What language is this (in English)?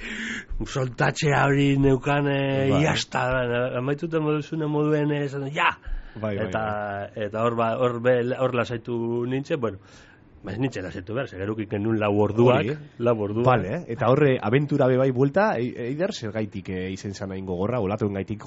Basque